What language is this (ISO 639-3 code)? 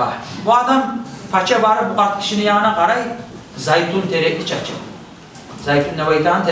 kum